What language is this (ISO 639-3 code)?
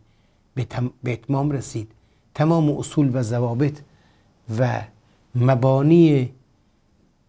fas